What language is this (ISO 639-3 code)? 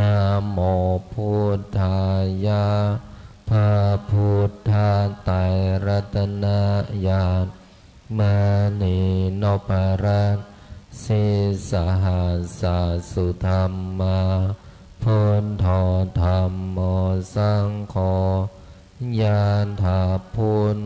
pli